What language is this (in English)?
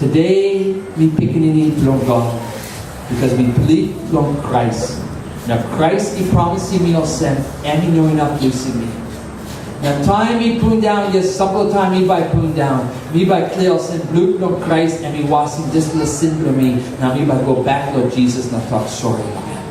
Tok Pisin